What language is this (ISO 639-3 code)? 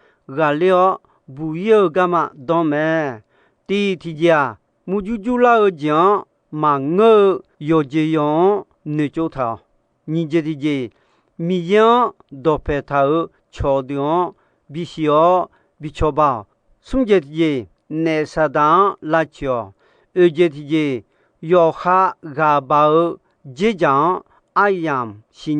ahk